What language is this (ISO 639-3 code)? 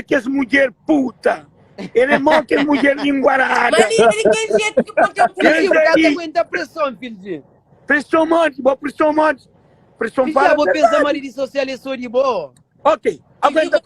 kea